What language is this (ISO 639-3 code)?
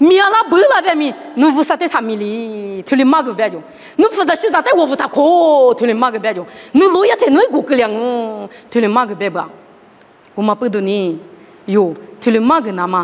lis